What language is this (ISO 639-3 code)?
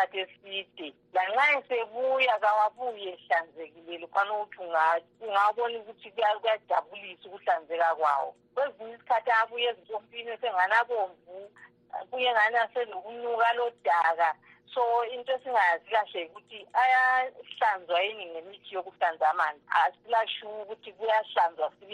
nde